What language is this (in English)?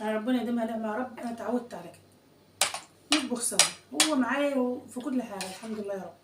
Egyptian Arabic